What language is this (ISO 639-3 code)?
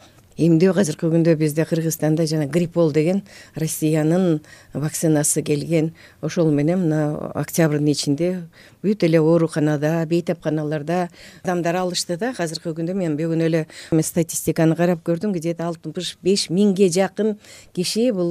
kir